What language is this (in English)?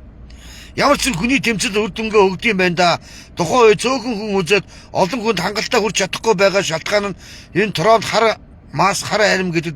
Mongolian